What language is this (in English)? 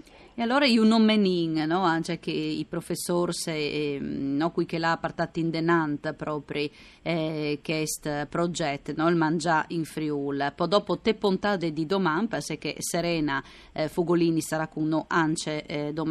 Friulian